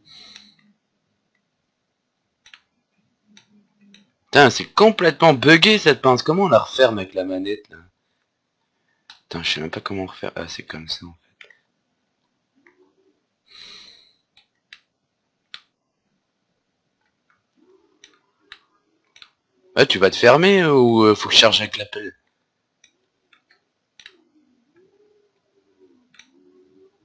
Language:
French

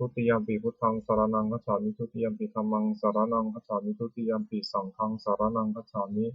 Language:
Pali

